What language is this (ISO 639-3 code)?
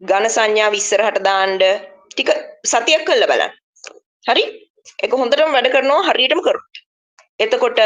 sin